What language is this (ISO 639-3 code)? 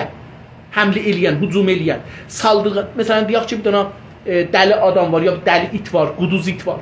azb